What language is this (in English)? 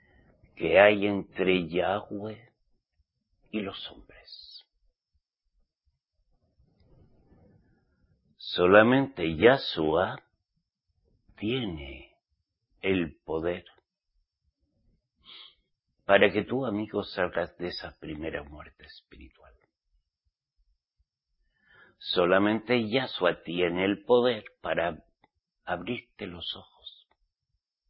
Spanish